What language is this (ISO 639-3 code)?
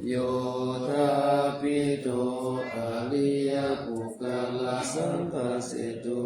pli